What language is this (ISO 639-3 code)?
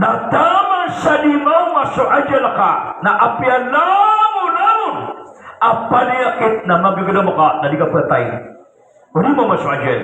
mrw